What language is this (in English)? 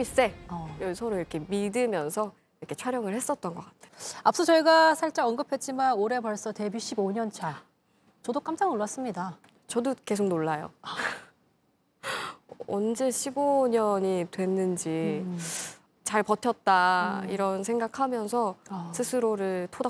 Korean